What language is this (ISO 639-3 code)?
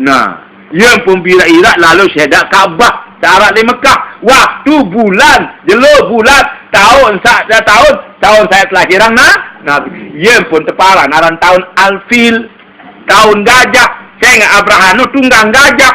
sas